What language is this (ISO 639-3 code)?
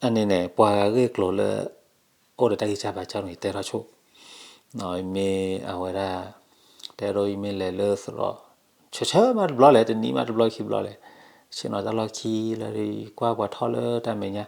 ksw